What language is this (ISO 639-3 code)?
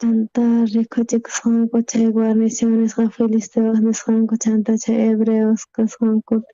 quh